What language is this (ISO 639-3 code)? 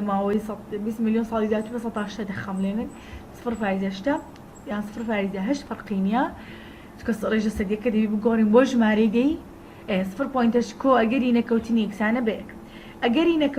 ckb